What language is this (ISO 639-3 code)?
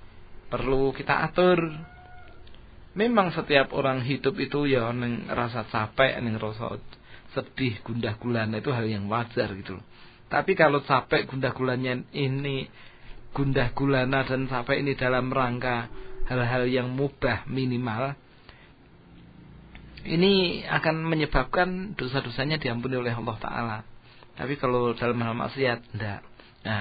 ind